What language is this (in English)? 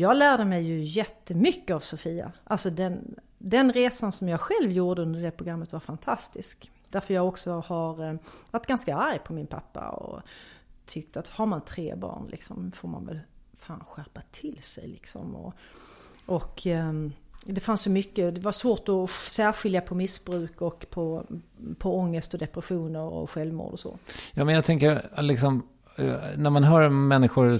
Swedish